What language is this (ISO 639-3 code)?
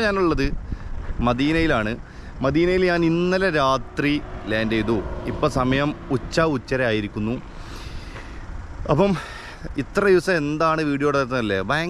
mal